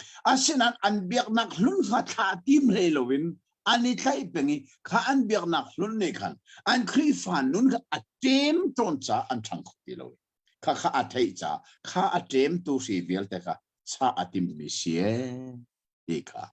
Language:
Hakha Chin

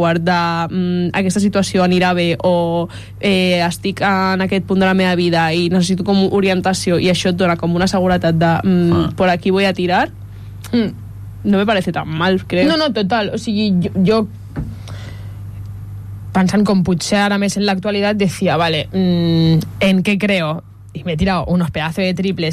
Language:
Catalan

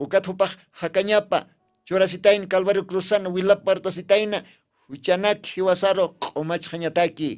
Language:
Aymara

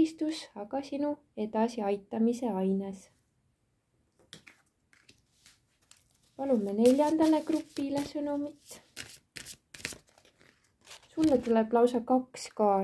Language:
Estonian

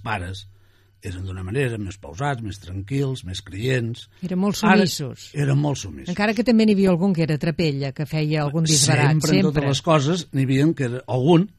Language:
Catalan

